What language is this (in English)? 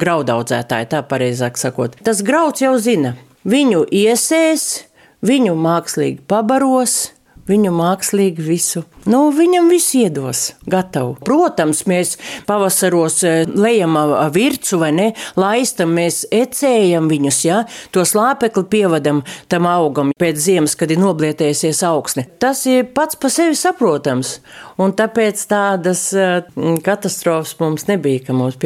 Latvian